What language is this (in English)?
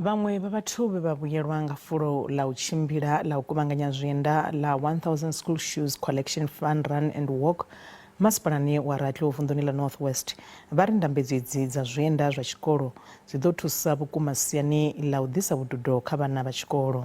Venda